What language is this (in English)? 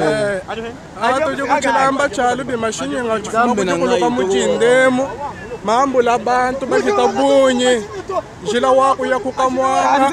Luba-Lulua